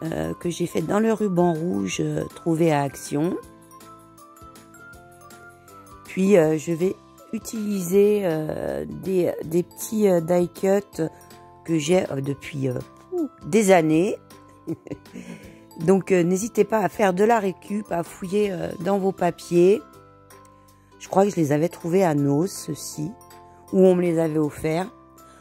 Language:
French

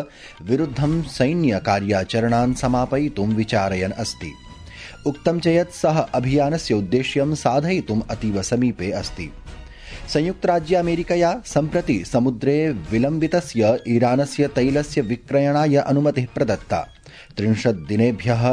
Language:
Sanskrit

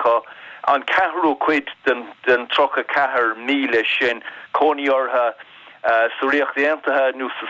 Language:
Irish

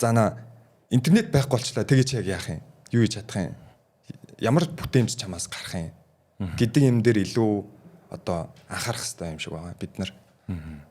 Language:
Mongolian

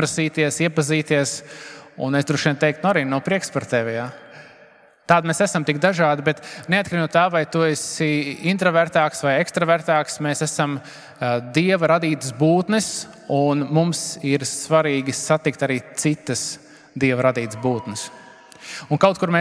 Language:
Latvian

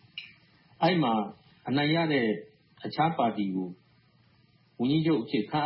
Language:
Burmese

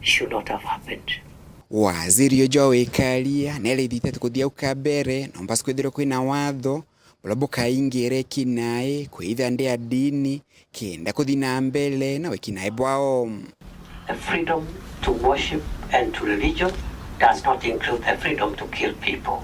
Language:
Meru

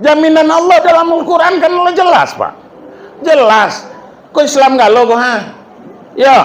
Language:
Minangkabau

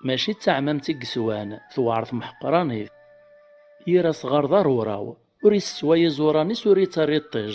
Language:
Kabyle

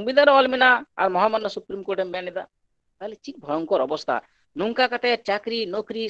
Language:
Santali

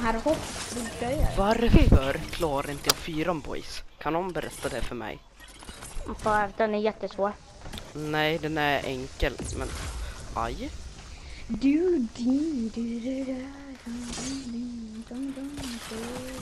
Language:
Swedish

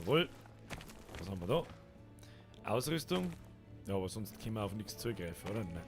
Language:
Bavarian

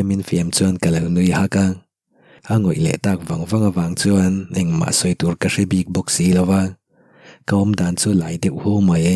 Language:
Mizo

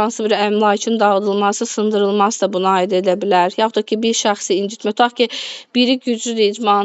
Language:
Azerbaijani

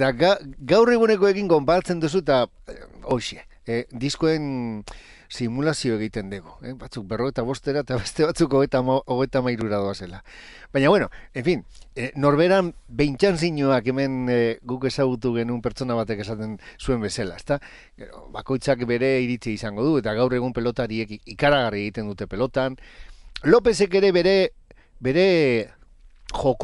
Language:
Basque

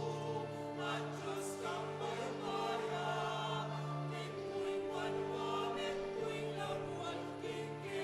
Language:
Pampanga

